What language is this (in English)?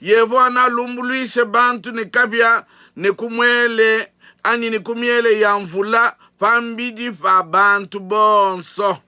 Luba-Lulua